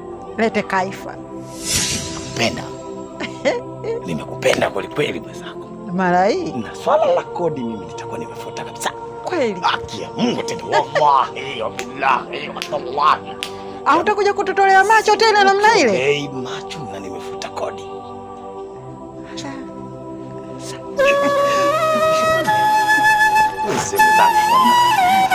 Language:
Swahili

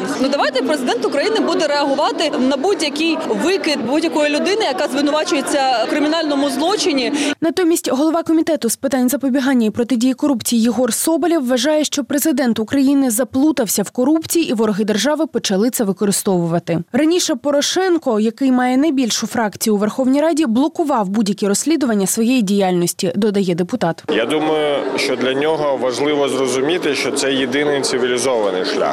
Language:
Ukrainian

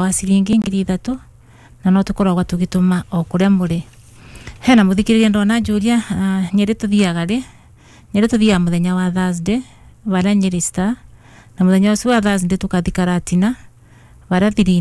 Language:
Kikuyu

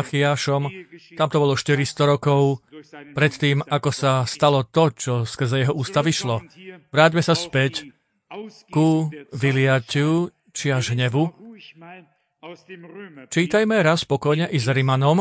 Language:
Slovak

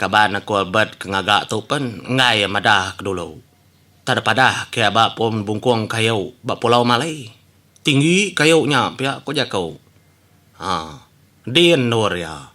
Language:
Iban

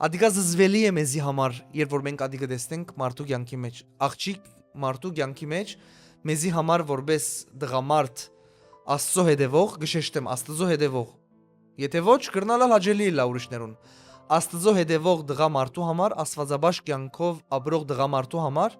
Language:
Western Armenian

